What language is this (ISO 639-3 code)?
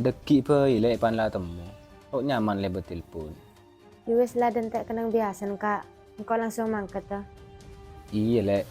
mad